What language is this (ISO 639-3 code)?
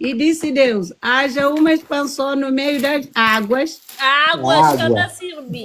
kea